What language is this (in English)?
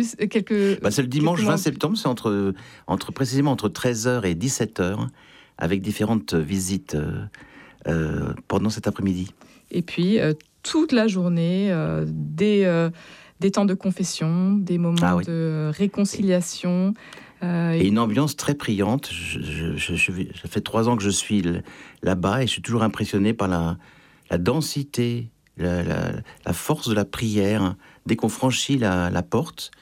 French